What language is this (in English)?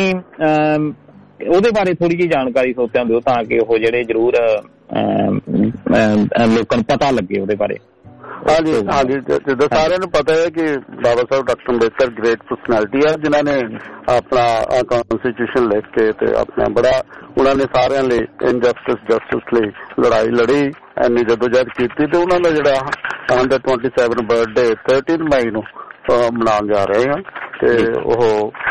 Punjabi